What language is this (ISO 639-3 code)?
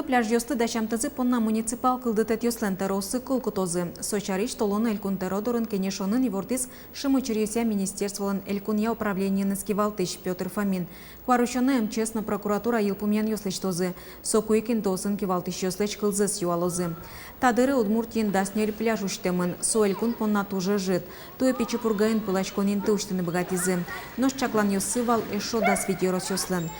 udm